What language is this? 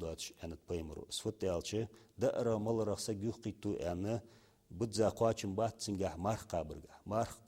Ingush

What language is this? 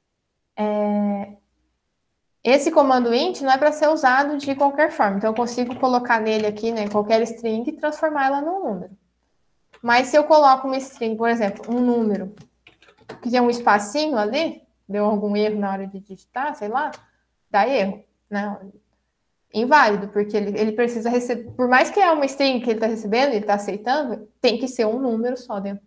Portuguese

